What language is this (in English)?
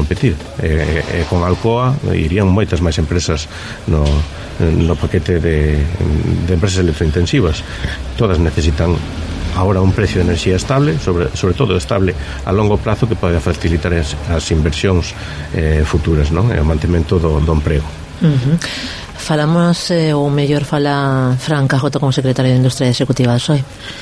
Galician